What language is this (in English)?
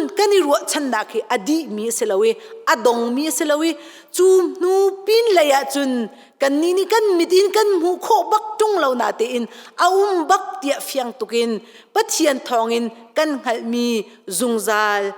Hakha Chin